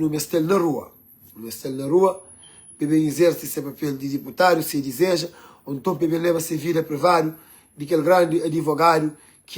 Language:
Kabuverdianu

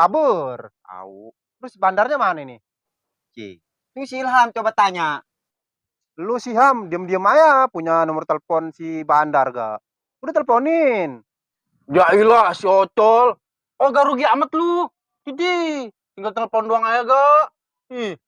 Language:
Betawi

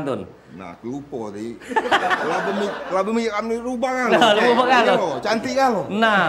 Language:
Musi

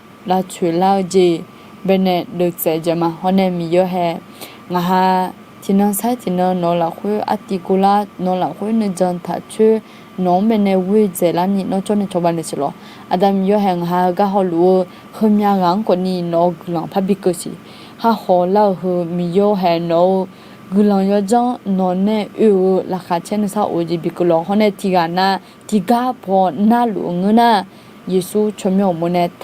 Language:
Akha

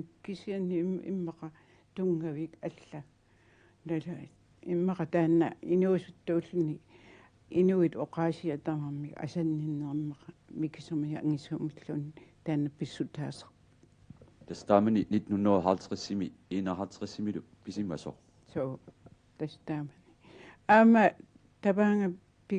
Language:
Kalaallisut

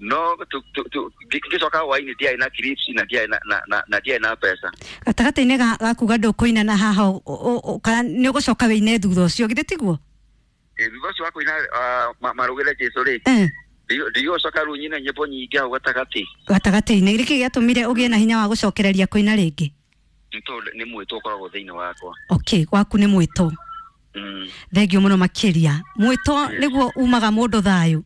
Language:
Kikuyu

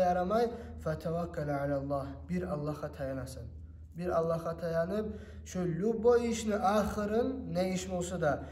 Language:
Kumyk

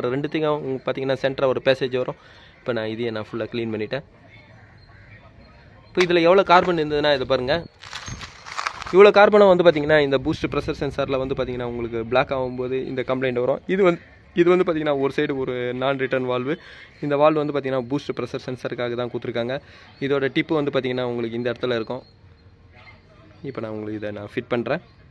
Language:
Tamil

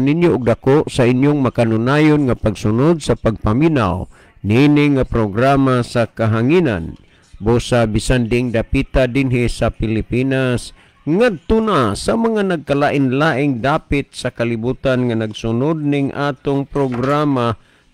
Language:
Cebuano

